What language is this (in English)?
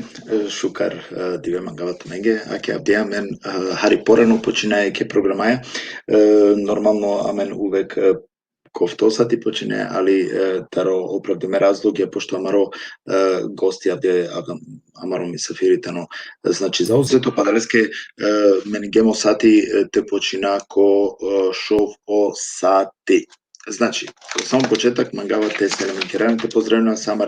Balkan Romani